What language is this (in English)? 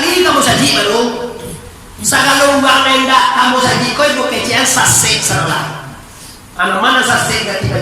Minangkabau